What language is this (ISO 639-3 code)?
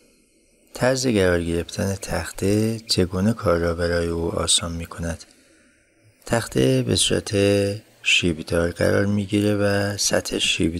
fas